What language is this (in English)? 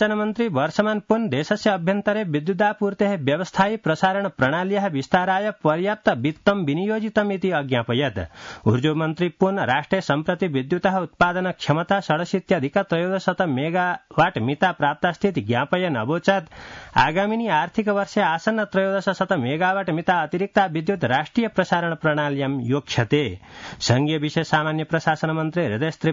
Sanskrit